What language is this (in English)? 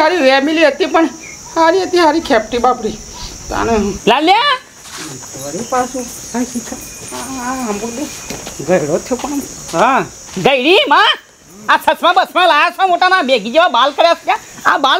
Gujarati